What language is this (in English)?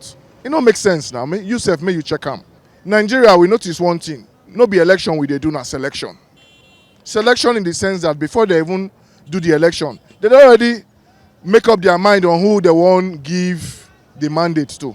Nigerian Pidgin